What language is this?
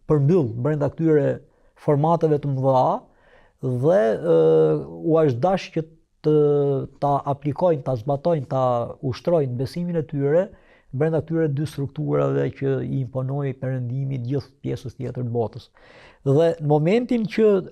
Albanian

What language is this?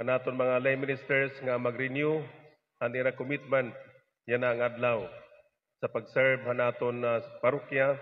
Waray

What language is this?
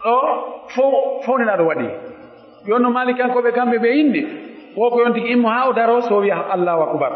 Pular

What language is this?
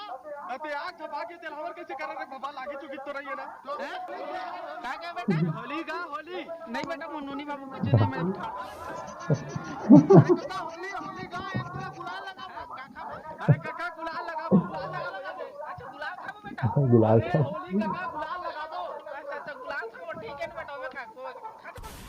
Chhattisgarhi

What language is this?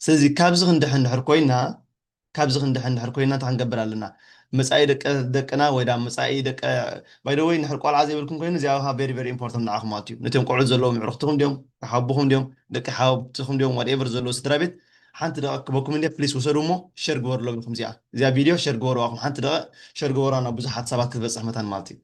Tigrinya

